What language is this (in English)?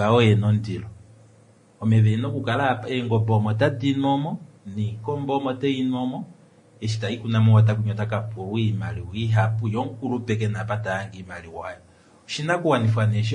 Kuanyama